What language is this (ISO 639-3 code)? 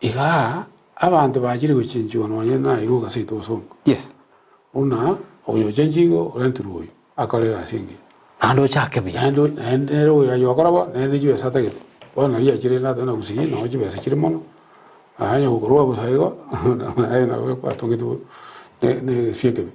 guz